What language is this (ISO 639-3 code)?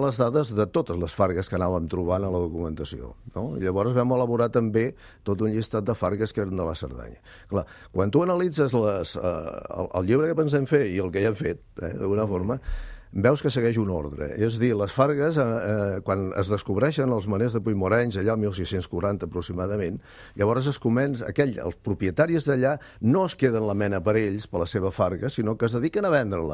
cat